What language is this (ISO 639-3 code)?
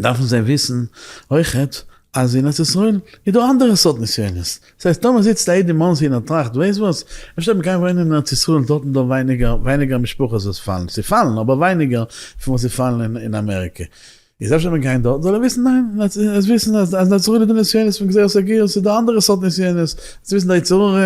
yid